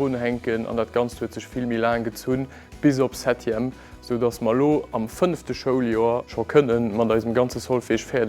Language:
Luxembourgish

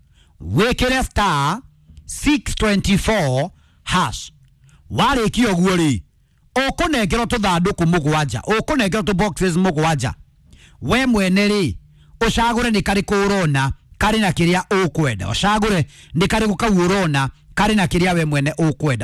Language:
Kikuyu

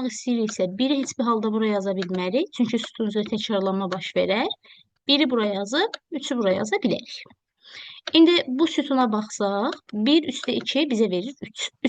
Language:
Azerbaijani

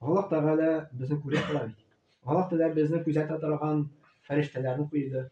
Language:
Tatar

